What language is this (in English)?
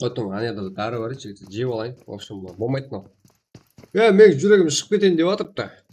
Kara-Kalpak